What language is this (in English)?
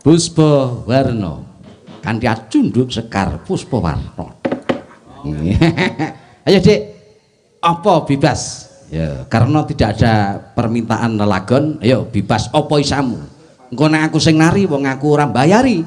Javanese